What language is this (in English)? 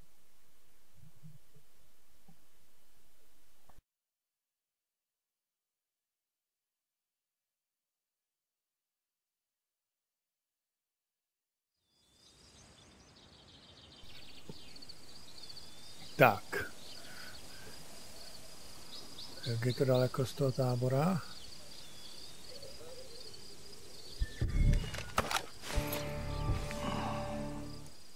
Czech